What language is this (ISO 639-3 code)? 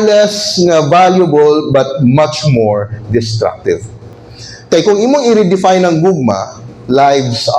ceb